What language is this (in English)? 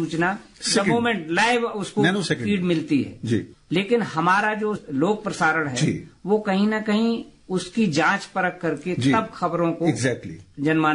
Hindi